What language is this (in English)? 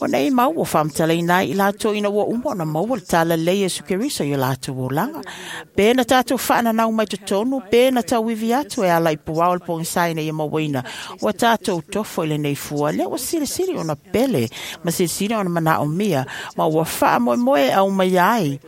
Samoan